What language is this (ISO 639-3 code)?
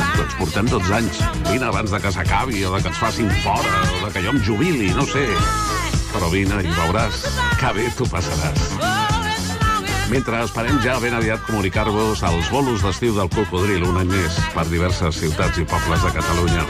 cat